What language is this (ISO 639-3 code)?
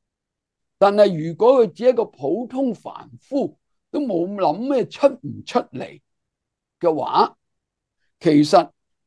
yue